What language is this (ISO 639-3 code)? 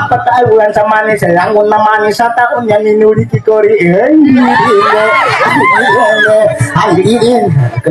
ind